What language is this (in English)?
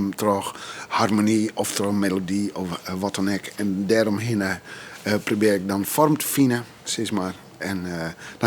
Western Frisian